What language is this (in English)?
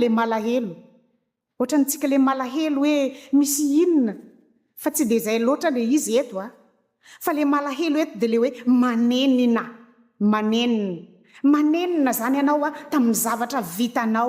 Malagasy